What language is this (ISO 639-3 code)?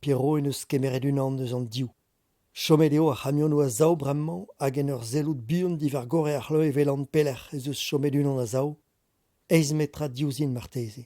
bre